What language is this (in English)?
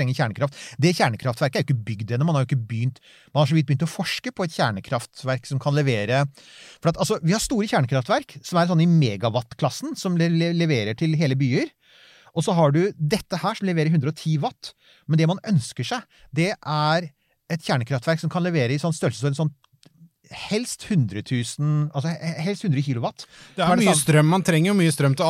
Norwegian